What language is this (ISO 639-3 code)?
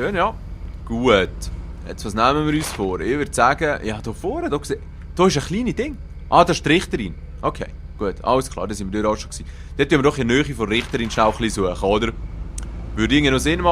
gsw